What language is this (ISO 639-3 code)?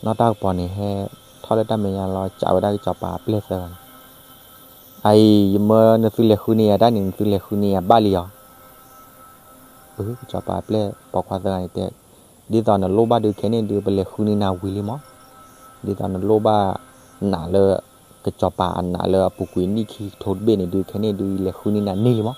ksw